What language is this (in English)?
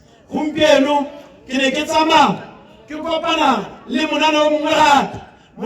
Tswana